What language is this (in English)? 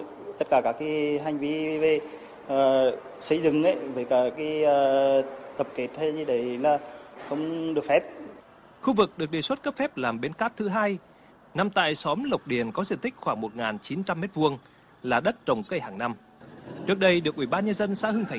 Vietnamese